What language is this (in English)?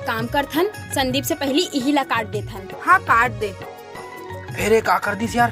Chhattisgarhi